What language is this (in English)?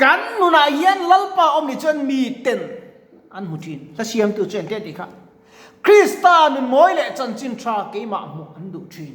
Mizo